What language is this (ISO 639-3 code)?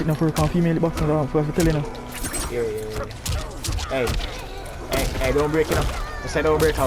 jam